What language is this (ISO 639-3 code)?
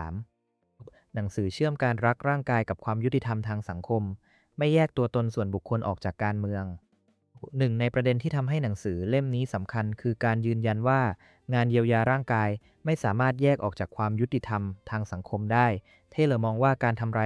tha